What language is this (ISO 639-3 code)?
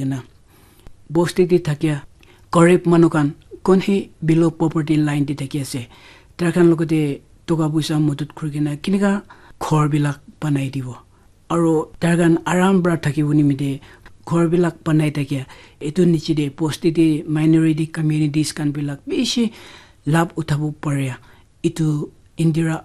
nag